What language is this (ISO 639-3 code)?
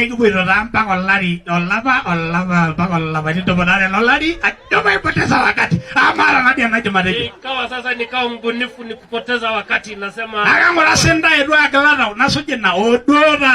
mas